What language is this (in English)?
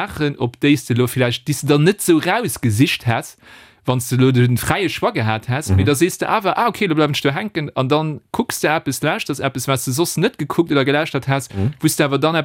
Luxembourgish